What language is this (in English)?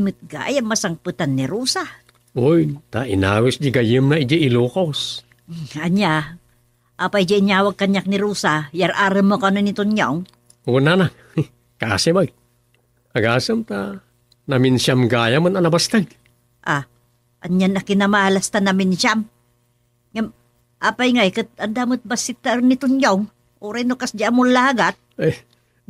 Iloko